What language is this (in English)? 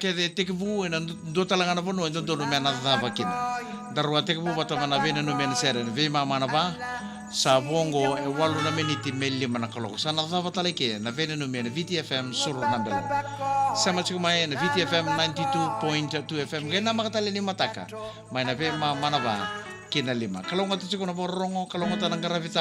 Fijian